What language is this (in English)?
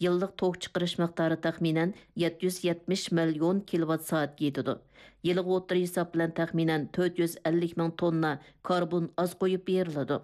Uyghur